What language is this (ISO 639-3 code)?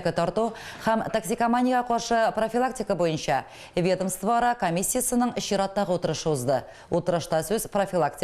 tat